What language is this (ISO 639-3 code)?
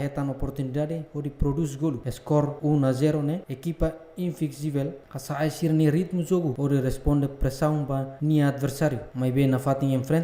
tet